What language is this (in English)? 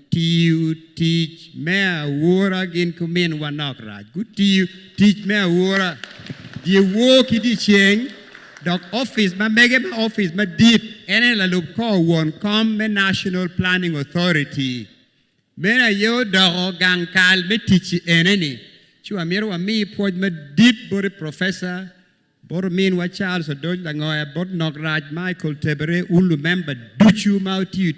Acoli